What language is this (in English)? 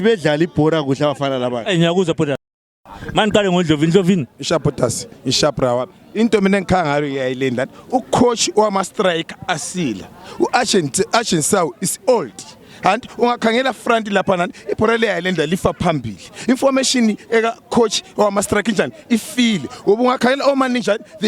North Ndebele